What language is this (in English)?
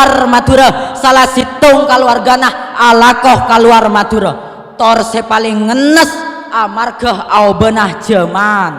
Madurese